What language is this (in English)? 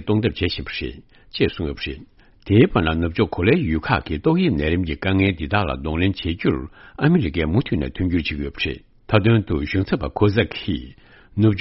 Tibetan